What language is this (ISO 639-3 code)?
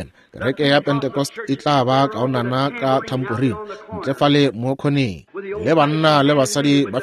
nso